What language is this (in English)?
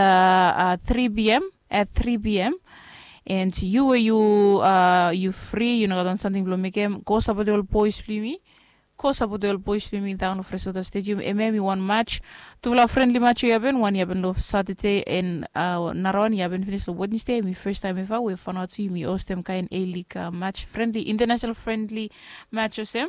Bislama